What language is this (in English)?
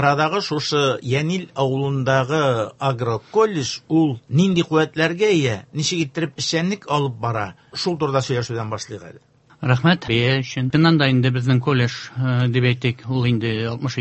Tatar